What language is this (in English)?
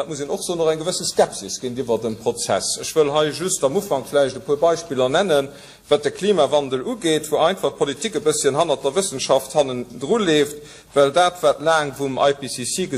Luxembourgish